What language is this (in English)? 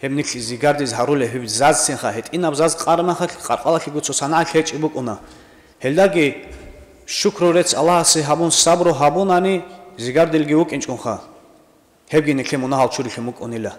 Avaric